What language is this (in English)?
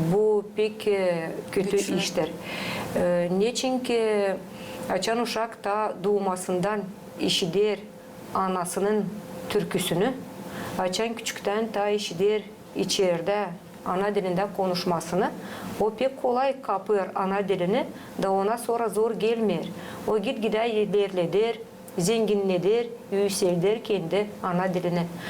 Gagauz